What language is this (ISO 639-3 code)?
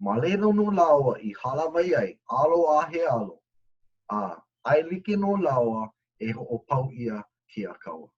haw